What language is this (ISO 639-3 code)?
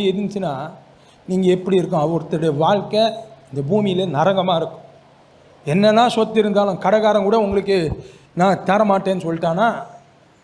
tam